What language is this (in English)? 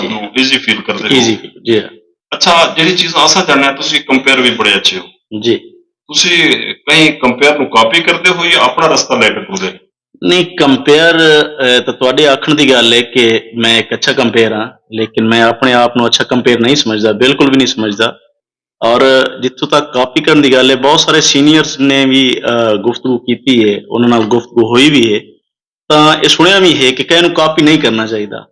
Saraiki